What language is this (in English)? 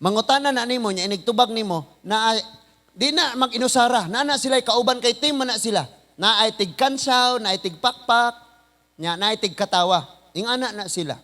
Cebuano